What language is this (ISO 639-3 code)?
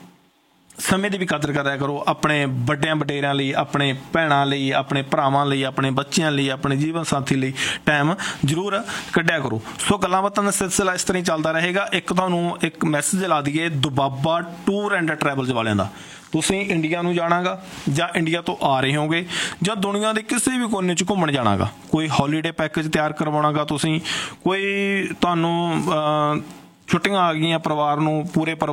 pan